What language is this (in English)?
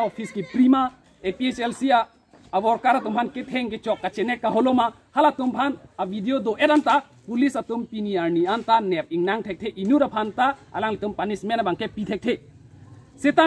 Karbi